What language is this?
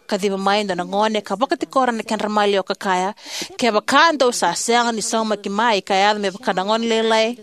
Fijian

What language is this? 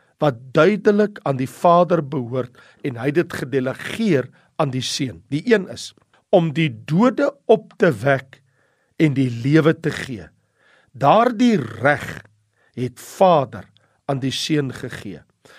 Afrikaans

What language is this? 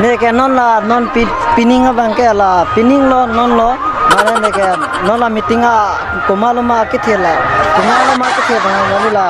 Karbi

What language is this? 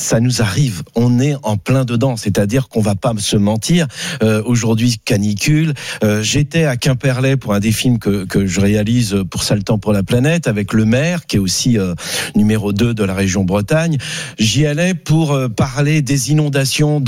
French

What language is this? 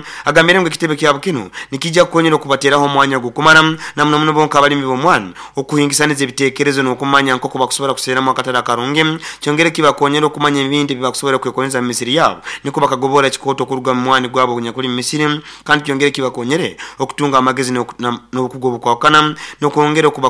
Nyoro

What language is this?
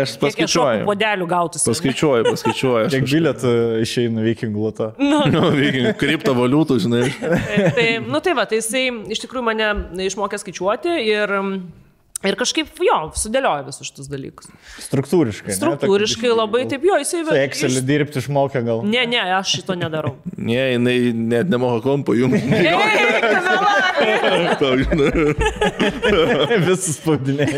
Lithuanian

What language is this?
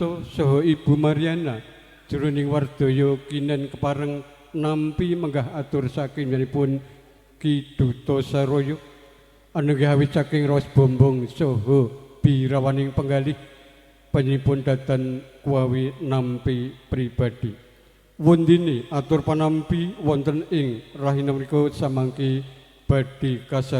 Javanese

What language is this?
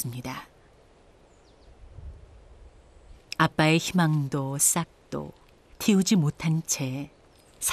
Korean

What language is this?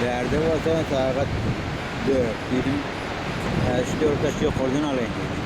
Turkmen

